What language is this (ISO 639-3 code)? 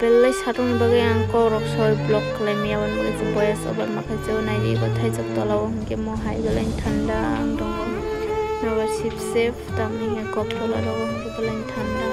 trp